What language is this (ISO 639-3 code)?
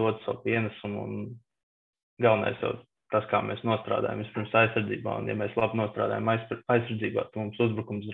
lav